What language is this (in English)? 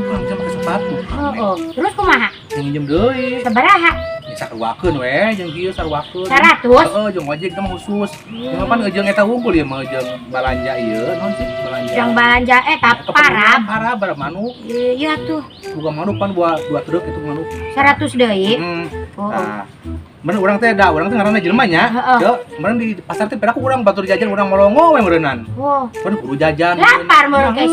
Sundanese